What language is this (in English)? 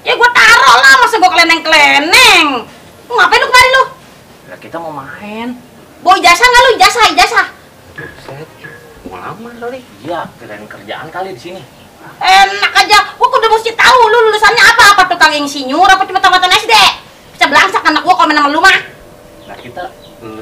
Betawi